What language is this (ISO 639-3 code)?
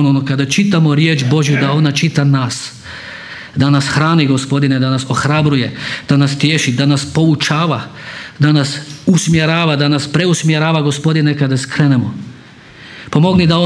hrv